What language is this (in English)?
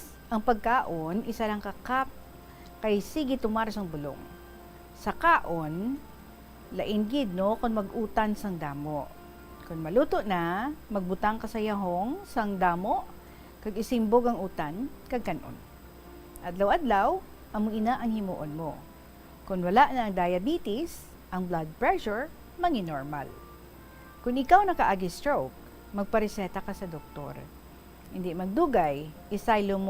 Hiligaynon